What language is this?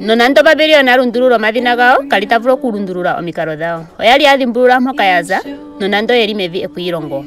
Ndonga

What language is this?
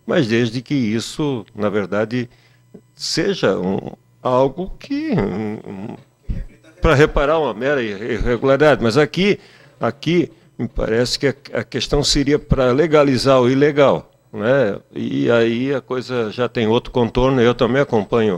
Portuguese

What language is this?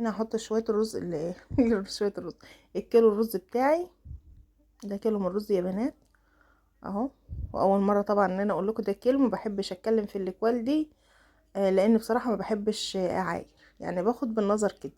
Egyptian Arabic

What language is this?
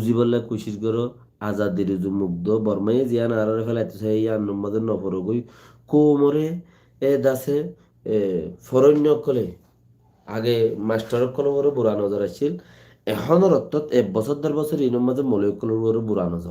Rohingya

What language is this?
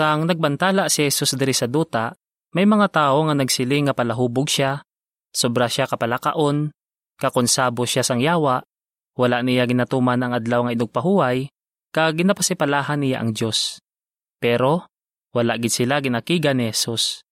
Hiligaynon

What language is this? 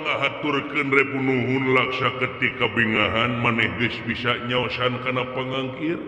Sundanese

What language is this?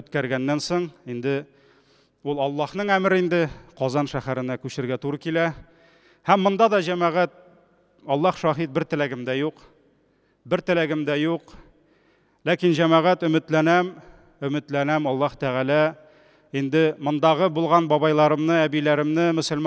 Tatar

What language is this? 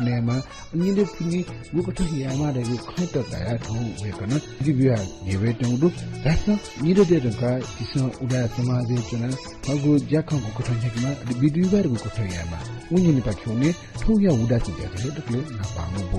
Newari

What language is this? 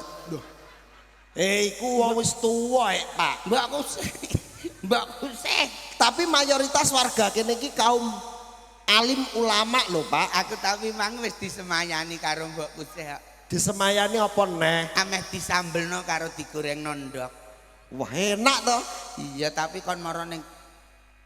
Javanese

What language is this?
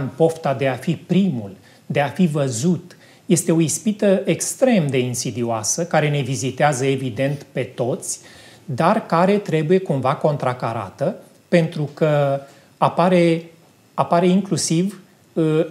Romanian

